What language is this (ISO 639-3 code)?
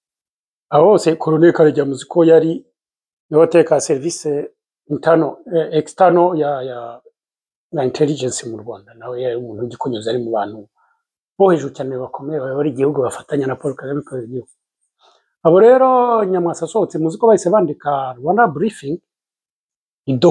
kin